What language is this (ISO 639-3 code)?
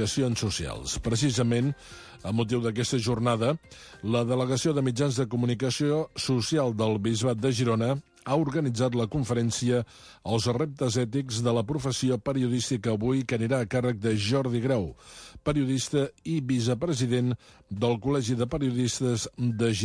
cat